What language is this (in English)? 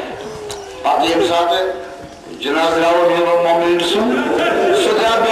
Kashmiri